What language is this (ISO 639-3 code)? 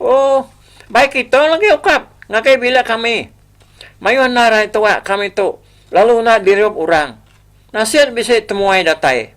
iba